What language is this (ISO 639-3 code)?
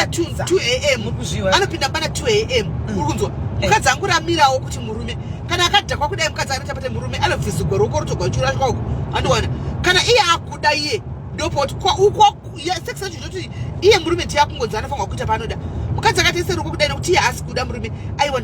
sna